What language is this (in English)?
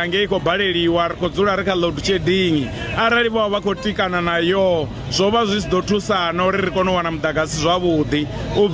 Venda